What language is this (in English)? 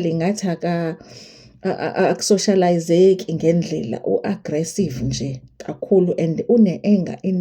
Zulu